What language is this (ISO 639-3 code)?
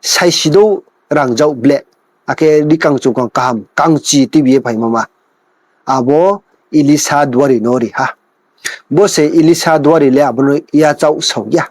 ria